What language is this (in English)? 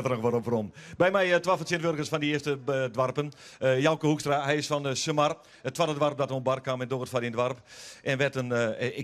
Western Frisian